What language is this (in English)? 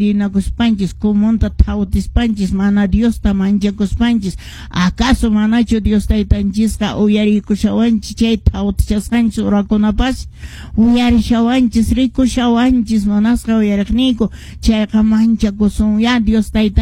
Quechua